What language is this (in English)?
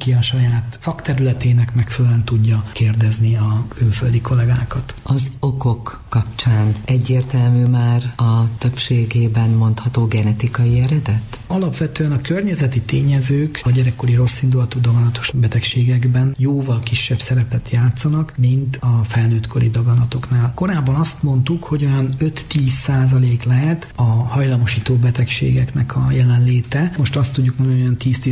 Hungarian